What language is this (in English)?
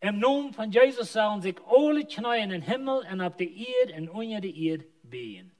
Plautdietsch